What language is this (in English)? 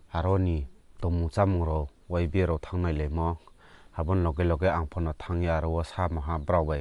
Riang (India)